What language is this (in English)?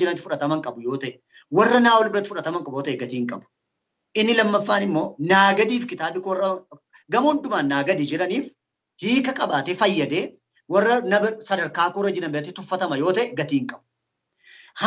Oromo